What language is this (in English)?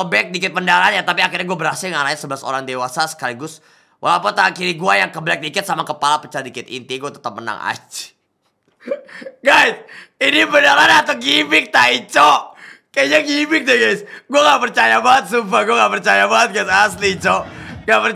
Indonesian